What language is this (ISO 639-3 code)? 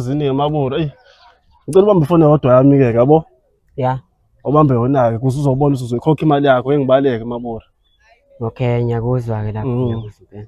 zul